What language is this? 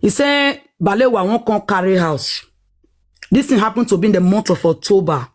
Nigerian Pidgin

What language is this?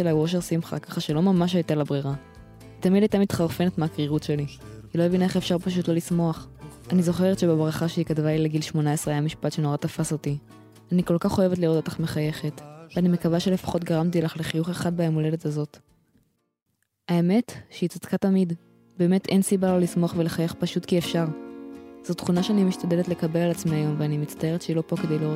Hebrew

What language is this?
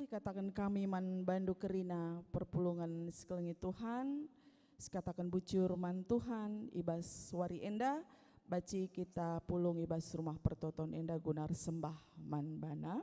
Batak Karo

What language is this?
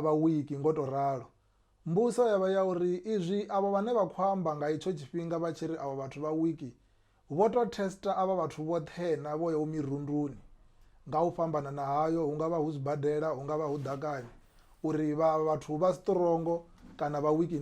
Venda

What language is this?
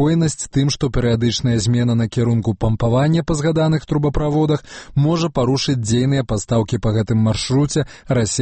Belarusian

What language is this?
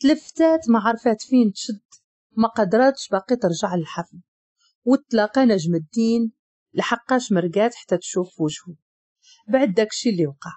Moroccan Arabic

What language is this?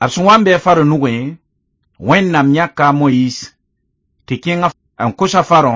Mossi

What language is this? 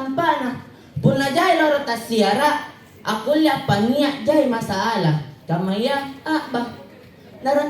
Makasar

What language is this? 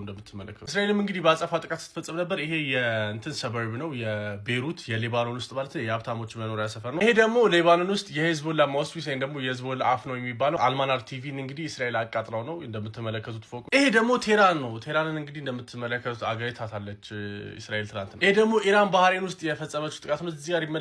Amharic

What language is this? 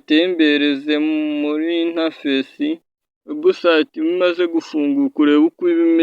Kinyarwanda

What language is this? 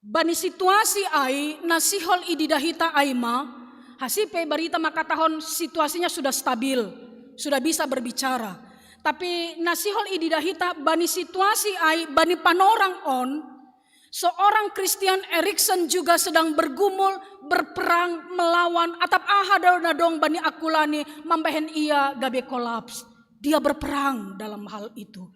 Batak Simalungun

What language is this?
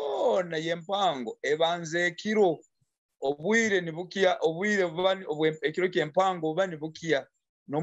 Nyoro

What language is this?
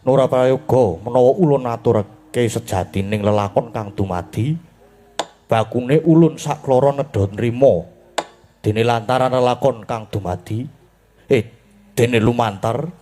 Javanese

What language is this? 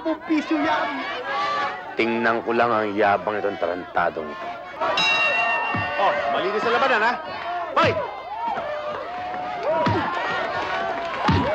Filipino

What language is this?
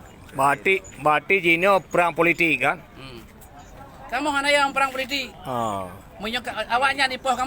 Achinese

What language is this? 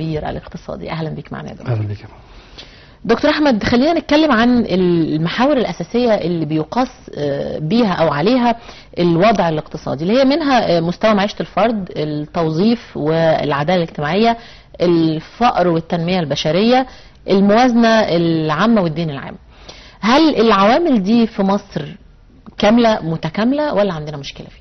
Egyptian Arabic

